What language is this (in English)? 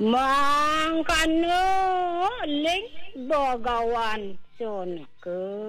Balinese